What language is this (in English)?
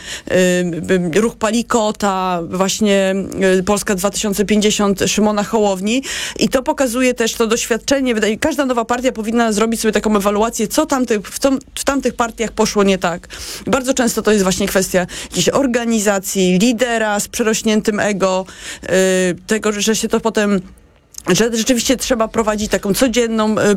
Polish